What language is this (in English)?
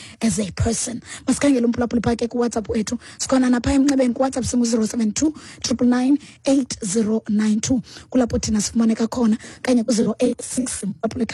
Xhosa